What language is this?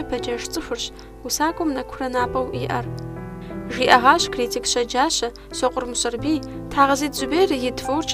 Kabardian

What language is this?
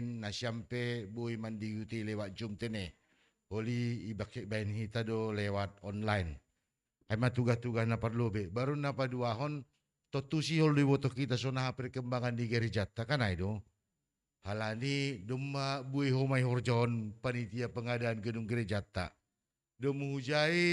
Batak Simalungun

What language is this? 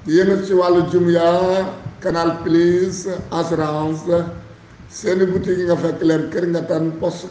Wolof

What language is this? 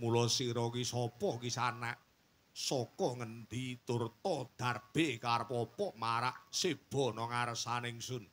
Javanese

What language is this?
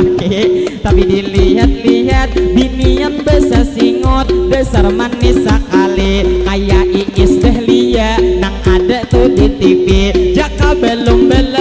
Banjar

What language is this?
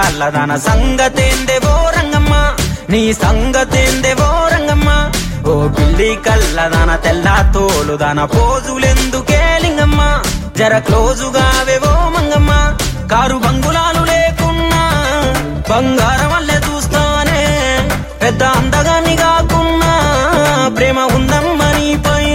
Telugu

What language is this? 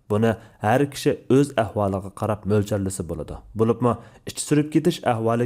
Uyghur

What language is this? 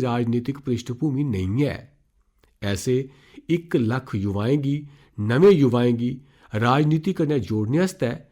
Dogri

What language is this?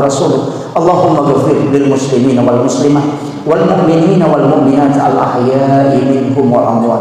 Buginese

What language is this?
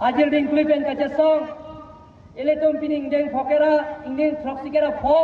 Karbi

